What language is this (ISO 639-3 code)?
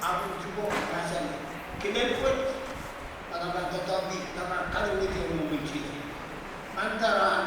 pon